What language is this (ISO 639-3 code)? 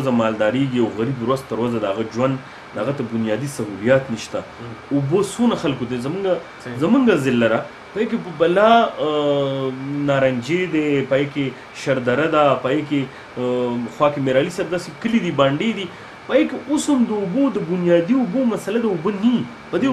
pus